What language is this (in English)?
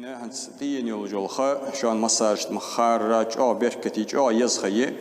Ingush